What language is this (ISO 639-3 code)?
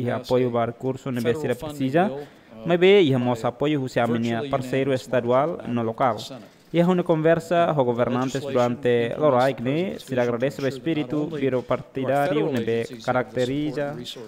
tet